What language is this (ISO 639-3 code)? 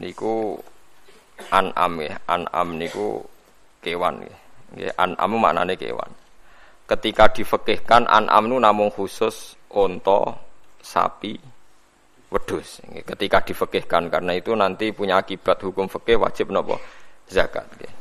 jav